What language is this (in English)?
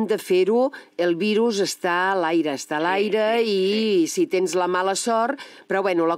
Catalan